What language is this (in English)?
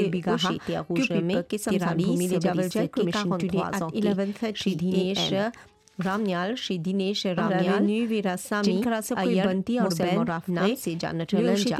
Bhojpuri